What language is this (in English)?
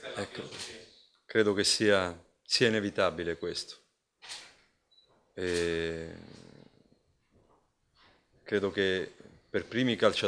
Italian